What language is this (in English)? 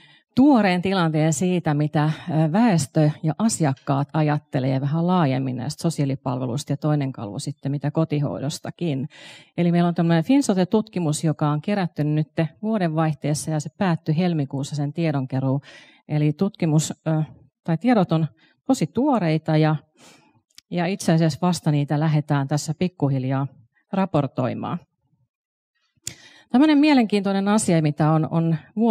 Finnish